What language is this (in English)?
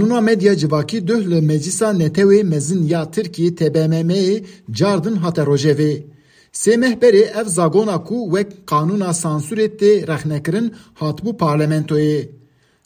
Kurdish